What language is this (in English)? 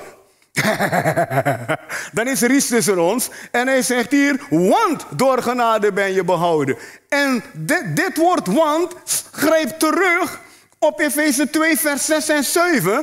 Dutch